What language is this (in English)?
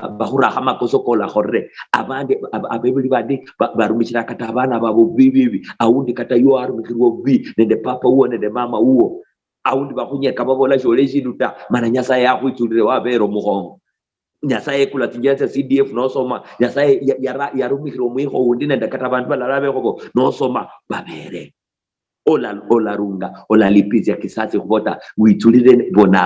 Luyia